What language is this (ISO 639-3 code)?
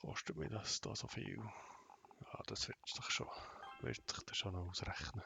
gsw